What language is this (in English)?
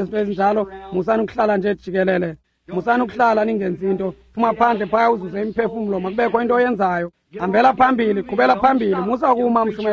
Xhosa